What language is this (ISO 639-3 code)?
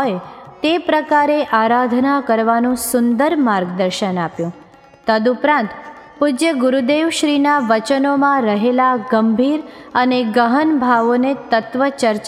guj